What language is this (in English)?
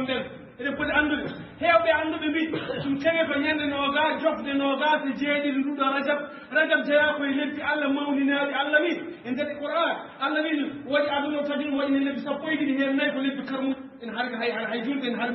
Fula